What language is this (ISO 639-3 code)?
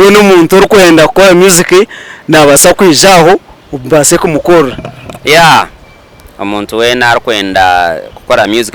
nyn